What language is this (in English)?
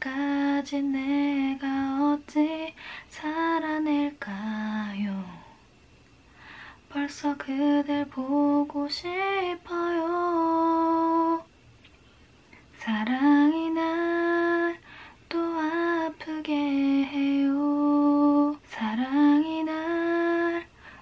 Korean